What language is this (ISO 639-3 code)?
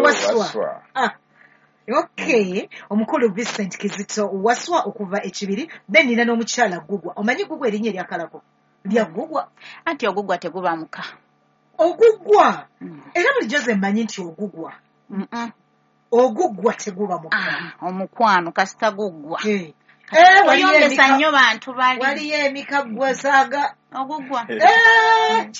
lug